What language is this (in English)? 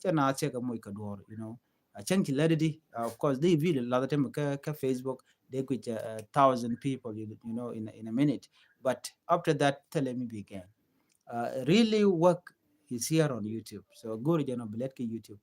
Nuer